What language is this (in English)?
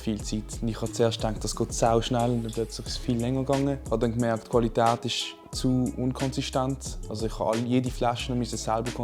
Swiss German